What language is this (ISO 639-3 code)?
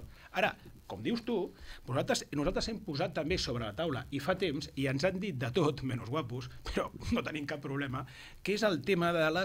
cat